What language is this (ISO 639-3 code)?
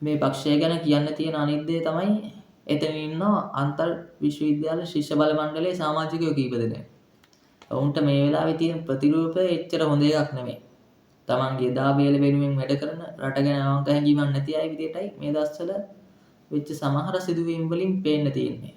sin